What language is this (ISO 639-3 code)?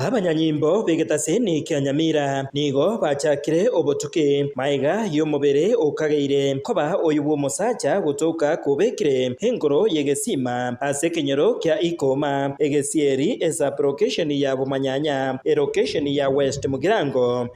guz